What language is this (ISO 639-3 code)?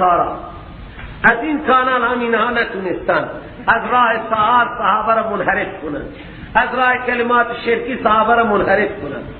fas